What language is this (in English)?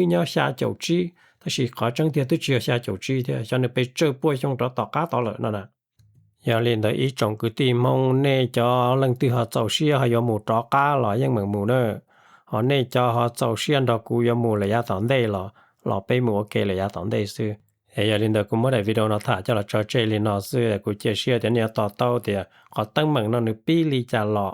Hmong